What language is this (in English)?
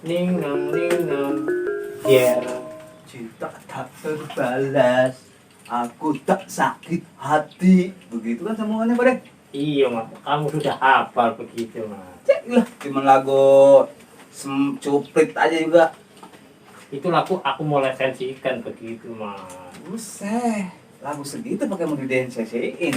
Betawi